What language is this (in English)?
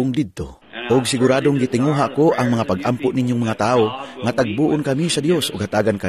Cebuano